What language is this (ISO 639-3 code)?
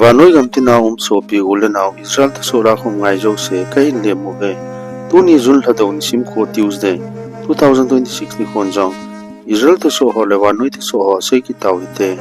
tcz